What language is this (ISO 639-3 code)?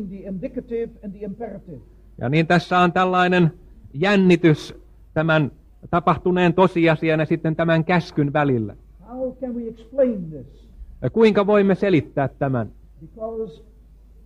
fin